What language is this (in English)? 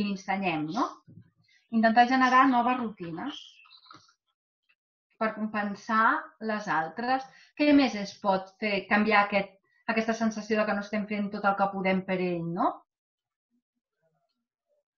Catalan